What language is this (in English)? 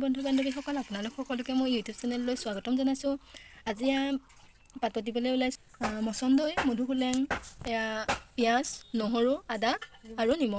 Assamese